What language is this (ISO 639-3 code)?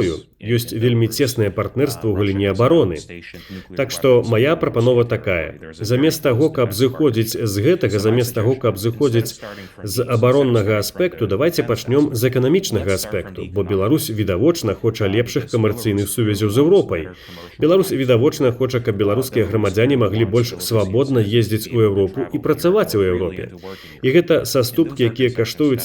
bel